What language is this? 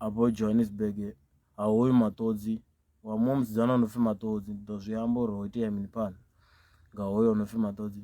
Venda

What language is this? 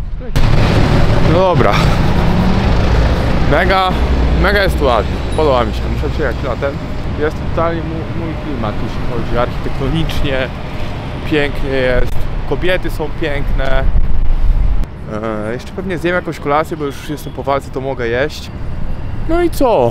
Polish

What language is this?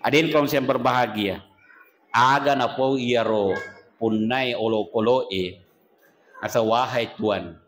Buginese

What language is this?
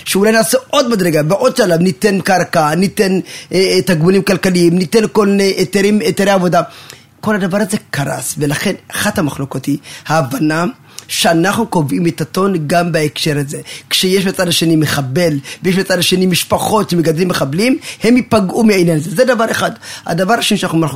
Hebrew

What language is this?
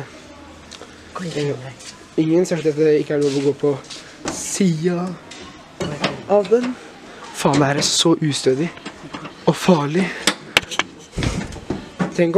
Norwegian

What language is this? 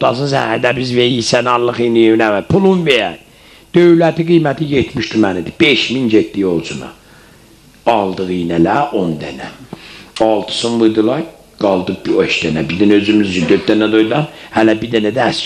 South Azerbaijani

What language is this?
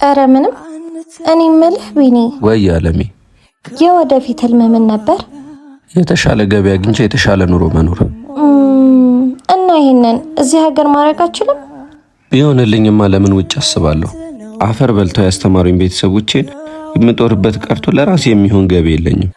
Amharic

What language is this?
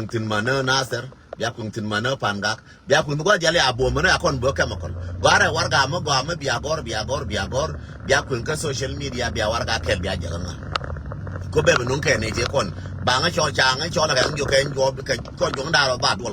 Nuer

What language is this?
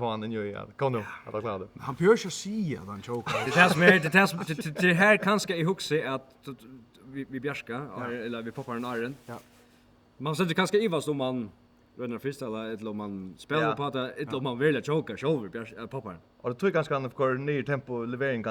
Faroese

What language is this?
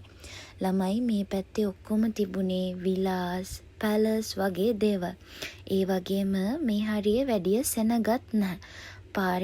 Sinhala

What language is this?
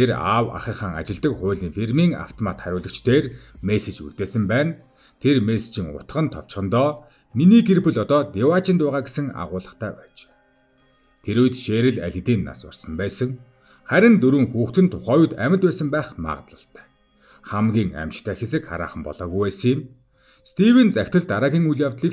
Mongolian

